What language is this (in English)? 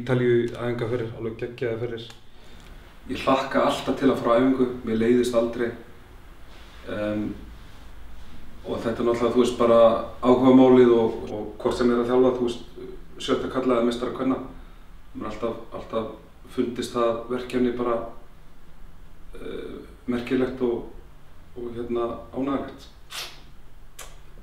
Icelandic